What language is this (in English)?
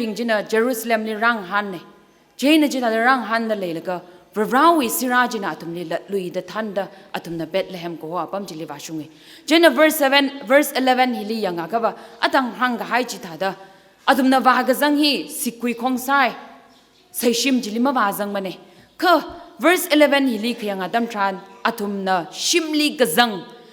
Tangkhul Naga (India)